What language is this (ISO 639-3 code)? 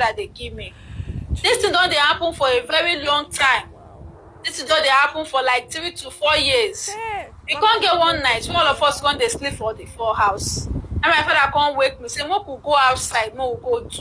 pcm